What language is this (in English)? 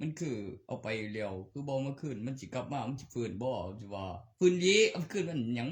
Northeastern Thai